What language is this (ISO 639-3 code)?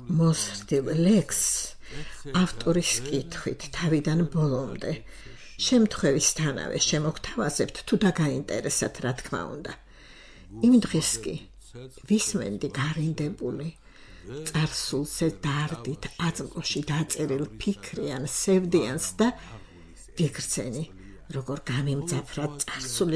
kat